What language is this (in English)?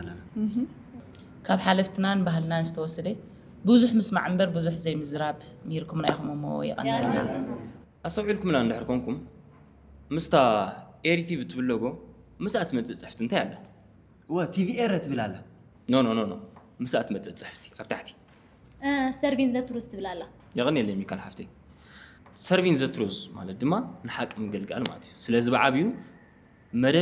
Tigrinya